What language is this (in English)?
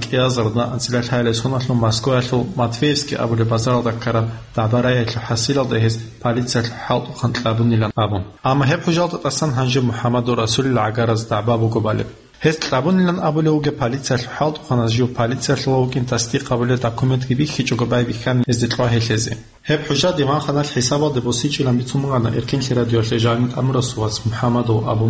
Avaric